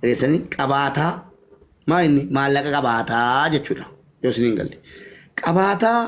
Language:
Oromo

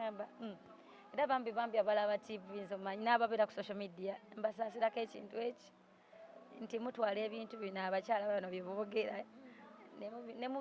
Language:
Ganda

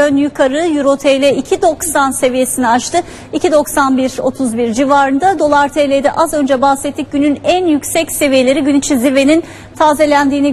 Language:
Turkish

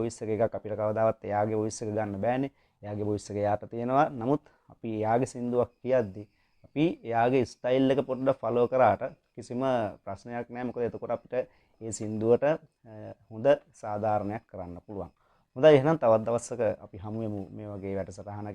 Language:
Sinhala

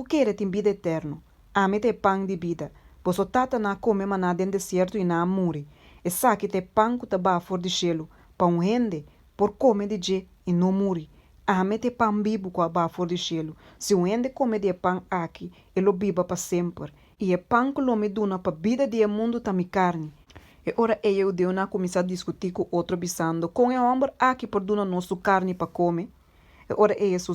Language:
Papiamento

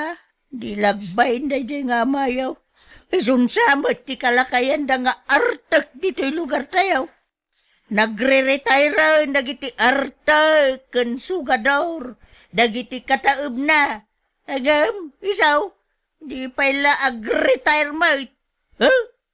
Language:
Iloko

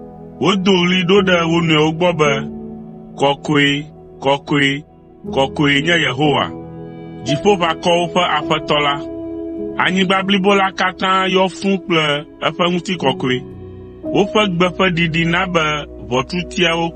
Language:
Ewe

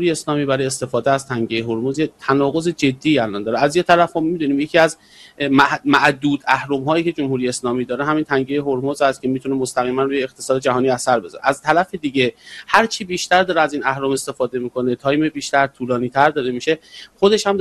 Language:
Persian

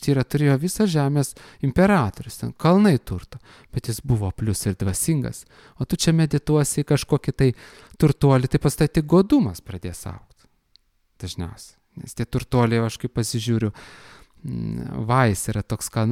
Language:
Lithuanian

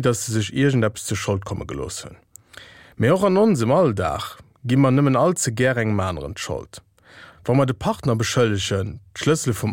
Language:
Luxembourgish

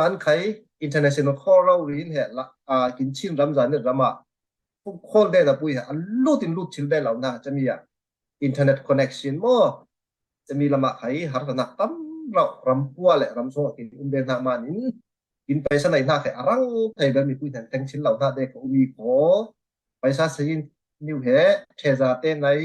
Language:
Falam Chin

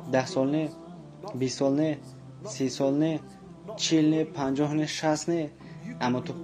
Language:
Tajik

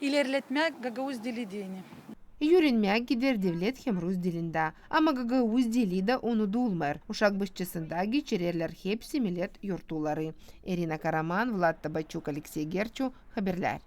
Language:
Gagauz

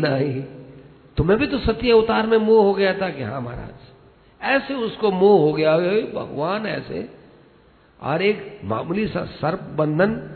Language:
Hindi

